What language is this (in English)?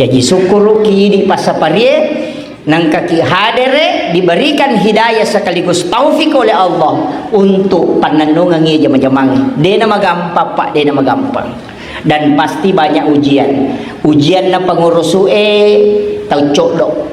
Buginese